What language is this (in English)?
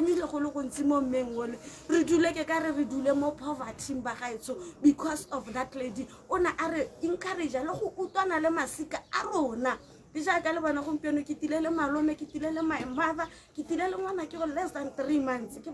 Tswana